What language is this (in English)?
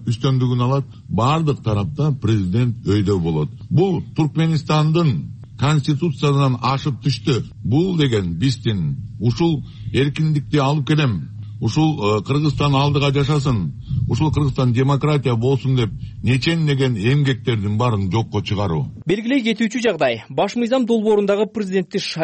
Kyrgyz